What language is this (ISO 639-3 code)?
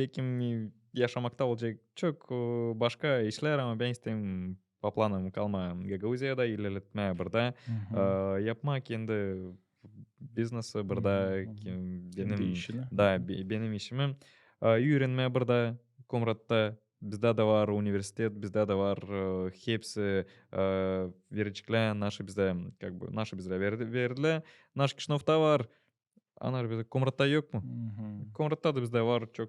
gag